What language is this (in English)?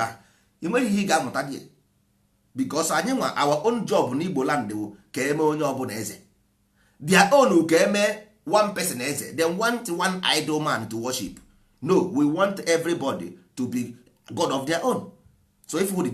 Igbo